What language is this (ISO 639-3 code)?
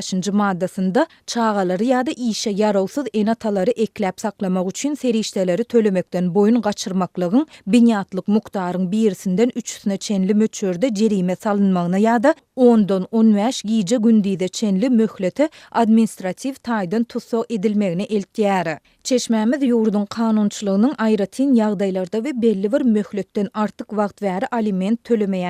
tuk